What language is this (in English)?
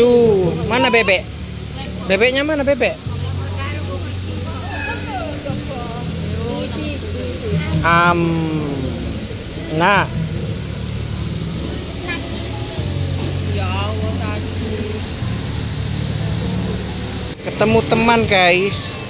Indonesian